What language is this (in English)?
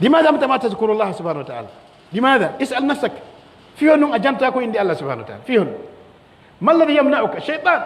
Pular